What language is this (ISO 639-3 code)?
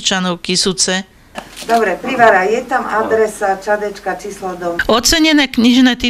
slk